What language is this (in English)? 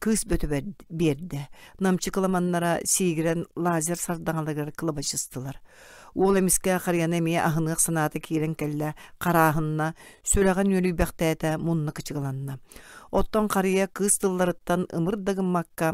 Yakut